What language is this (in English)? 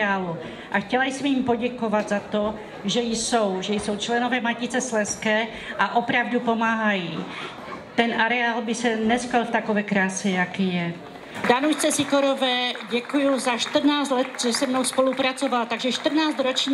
Czech